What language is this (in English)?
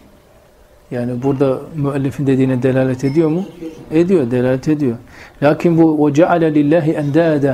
Turkish